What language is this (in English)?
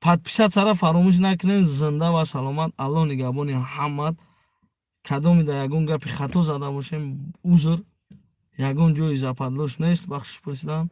Tajik